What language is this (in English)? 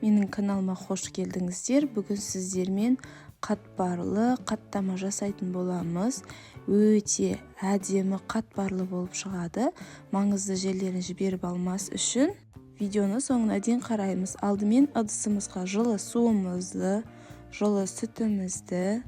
Kazakh